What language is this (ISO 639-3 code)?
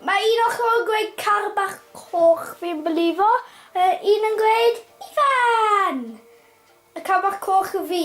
cym